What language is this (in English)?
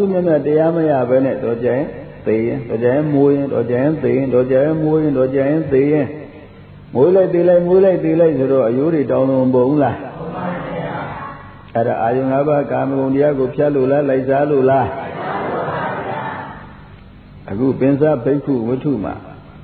Burmese